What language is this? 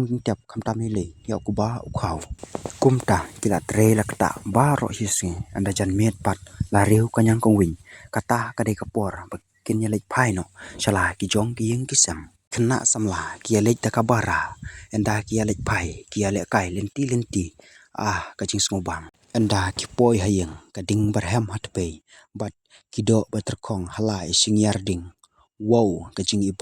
Khasi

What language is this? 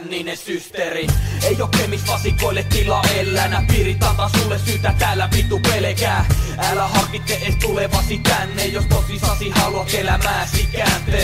Finnish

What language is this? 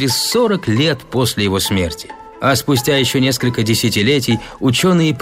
Russian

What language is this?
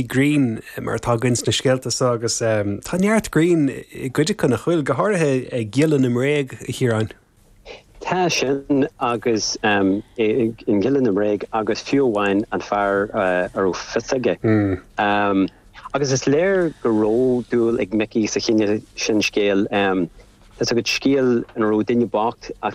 Irish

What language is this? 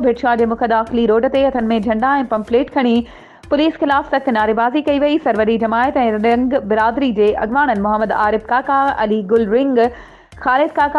Sindhi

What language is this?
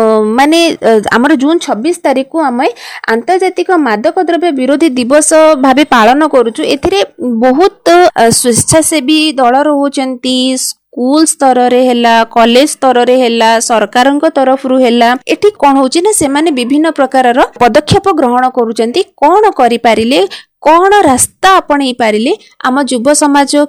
Odia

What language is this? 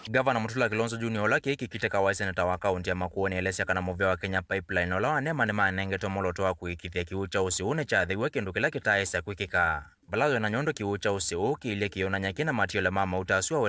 Kamba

